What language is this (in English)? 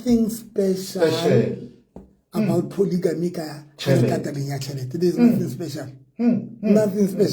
Southern Sotho